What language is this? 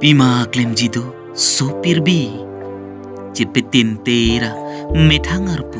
Karbi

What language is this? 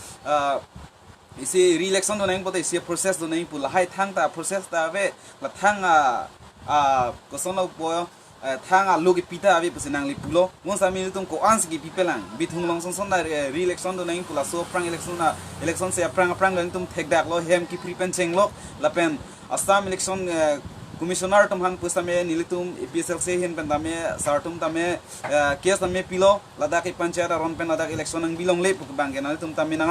Karbi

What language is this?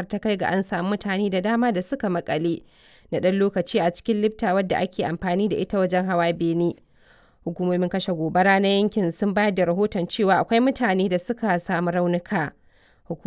Hausa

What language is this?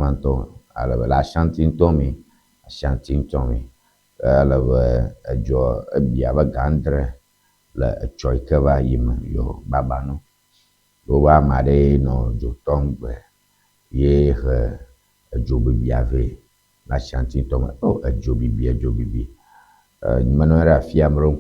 Ewe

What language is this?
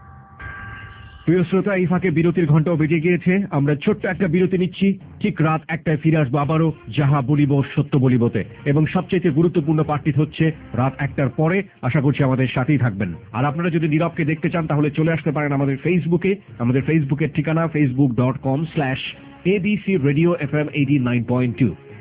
Bangla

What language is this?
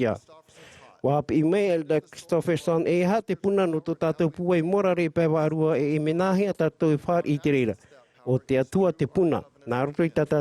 Tahitian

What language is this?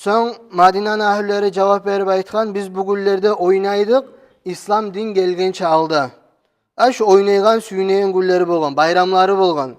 Kumyk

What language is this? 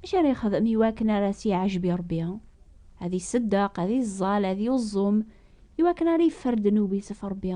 Kabyle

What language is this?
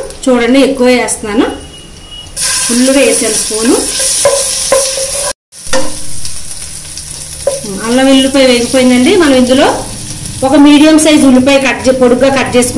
Telugu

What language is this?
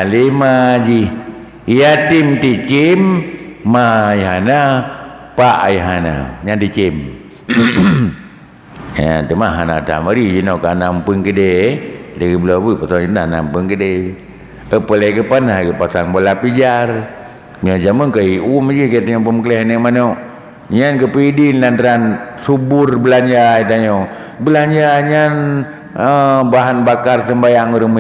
Achinese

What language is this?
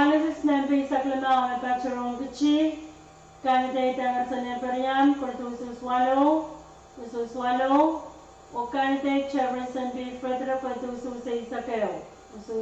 Pohnpeian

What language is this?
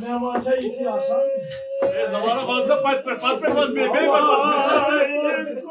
Kashmiri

